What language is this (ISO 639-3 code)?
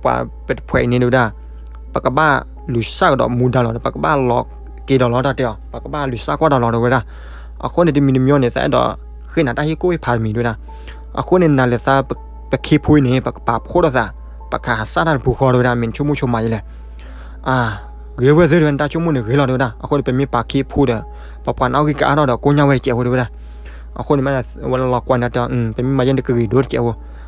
ksw